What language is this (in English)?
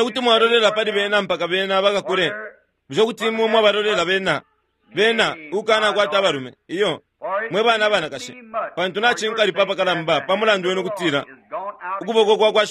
Bemba